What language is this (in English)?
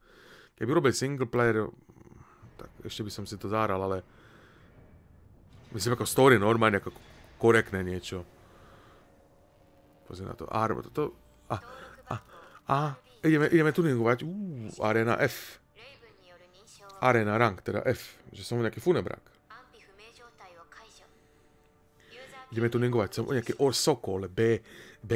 Slovak